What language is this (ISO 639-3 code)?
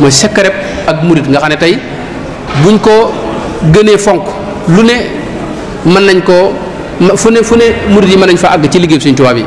wol